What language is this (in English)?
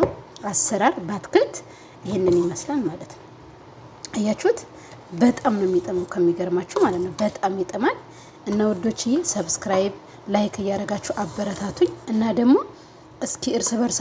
Amharic